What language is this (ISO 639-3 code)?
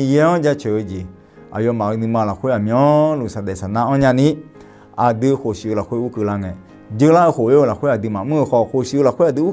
ahk